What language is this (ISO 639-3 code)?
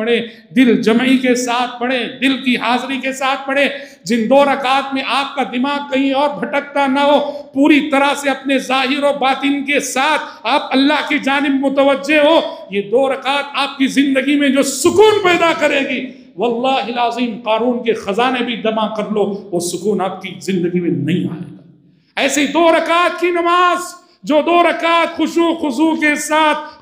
urd